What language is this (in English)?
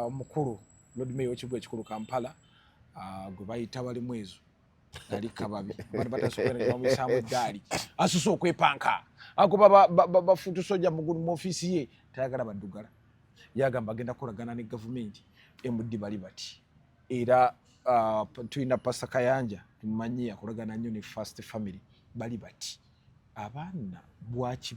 Ganda